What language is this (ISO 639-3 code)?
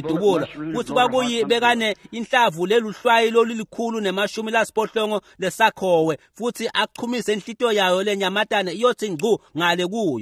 ssw